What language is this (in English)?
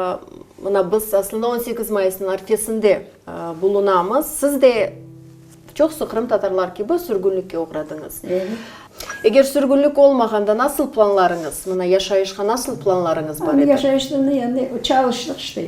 Crimean Tatar